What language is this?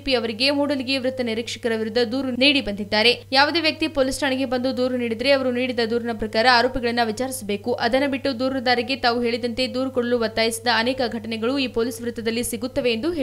Kannada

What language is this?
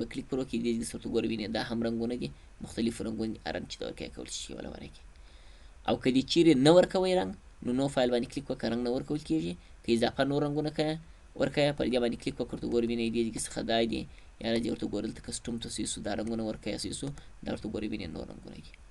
Pashto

